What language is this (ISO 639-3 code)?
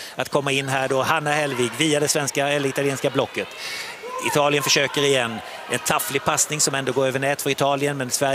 swe